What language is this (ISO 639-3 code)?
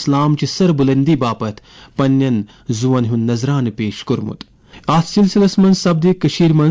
kas